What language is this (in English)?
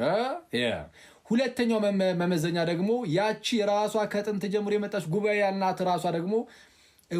Amharic